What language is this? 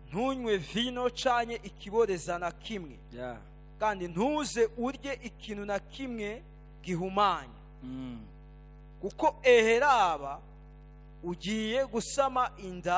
Rundi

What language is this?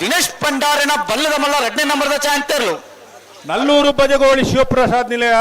Tulu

